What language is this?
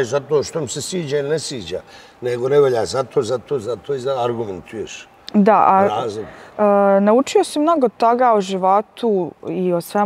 Bosnian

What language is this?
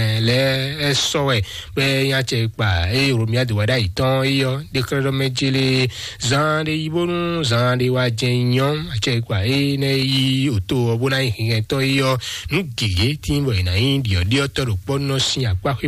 Fon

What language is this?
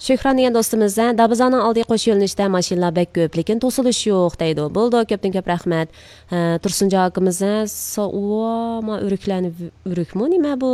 Uyghur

